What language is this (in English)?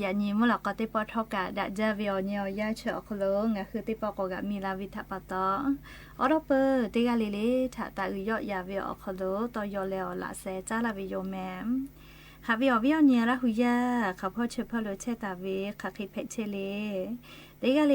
Lahu